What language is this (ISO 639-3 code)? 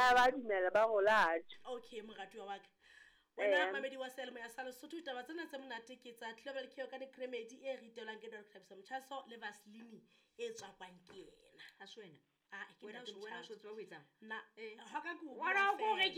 sot